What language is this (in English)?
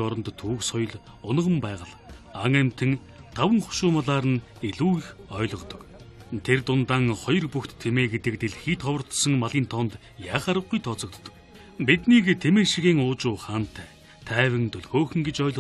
Mongolian